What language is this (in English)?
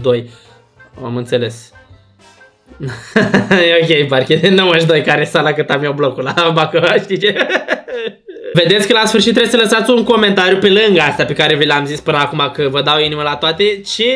Romanian